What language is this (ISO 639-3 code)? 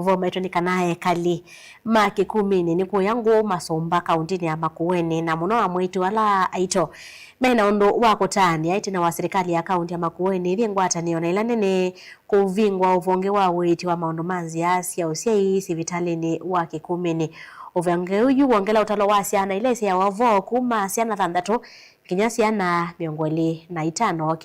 kam